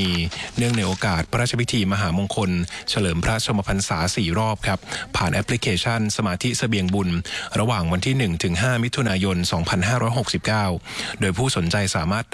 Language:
Thai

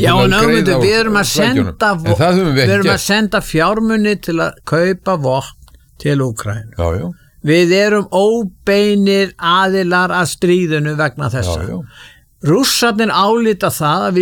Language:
Icelandic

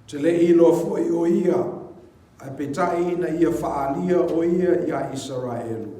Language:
Samoan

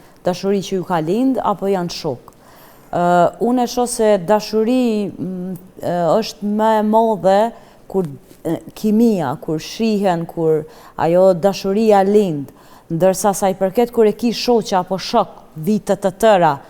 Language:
Albanian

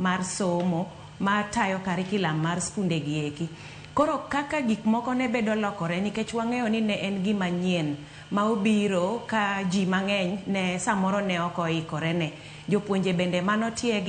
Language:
Luo (Kenya and Tanzania)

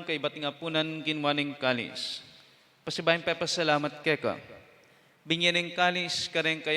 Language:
Pampanga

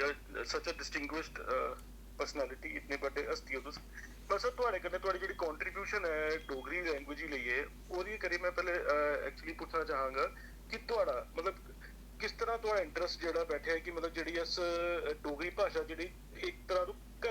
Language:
Dogri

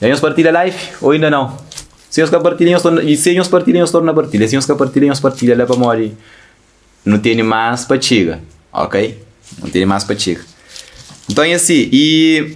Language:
Kabuverdianu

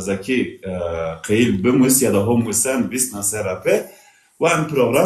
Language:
Zaza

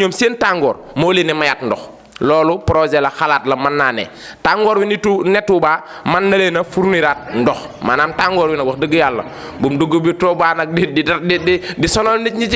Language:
Wolof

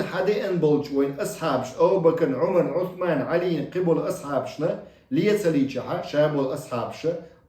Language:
Chechen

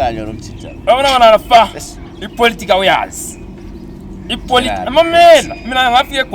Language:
Zulu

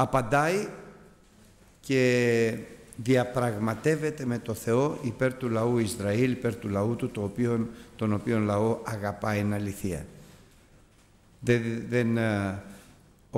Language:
Greek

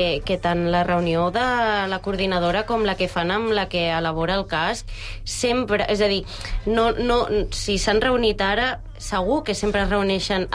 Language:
Catalan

